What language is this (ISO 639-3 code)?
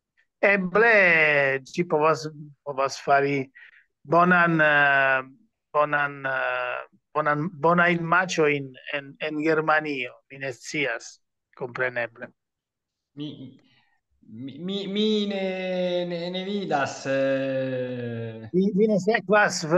epo